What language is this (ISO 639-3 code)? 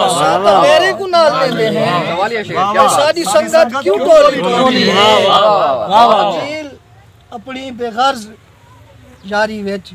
skr